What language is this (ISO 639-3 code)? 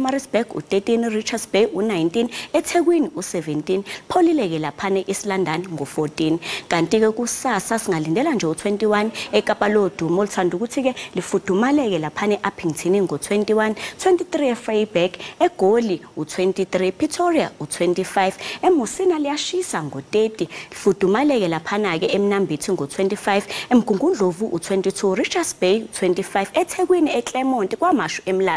zul